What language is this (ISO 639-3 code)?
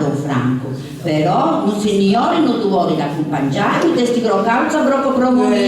srd